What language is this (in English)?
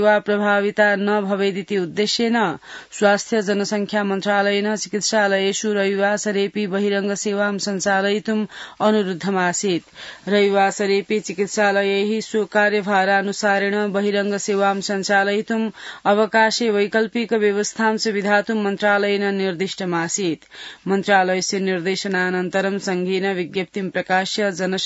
Sanskrit